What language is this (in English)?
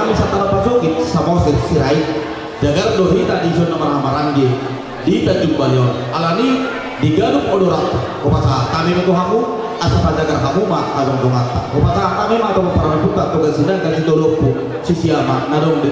Batak Toba